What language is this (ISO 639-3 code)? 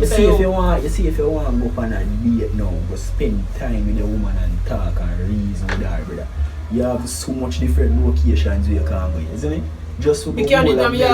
jam